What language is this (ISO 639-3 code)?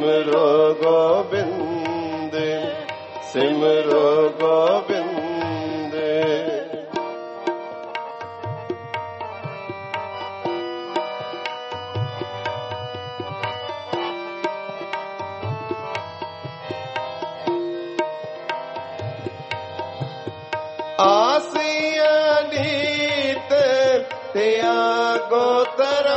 hin